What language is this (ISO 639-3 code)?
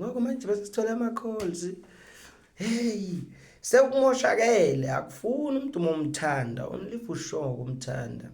zul